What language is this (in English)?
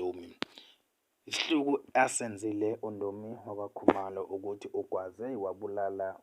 Zulu